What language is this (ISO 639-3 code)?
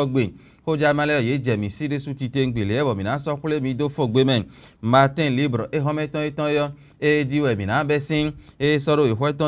fon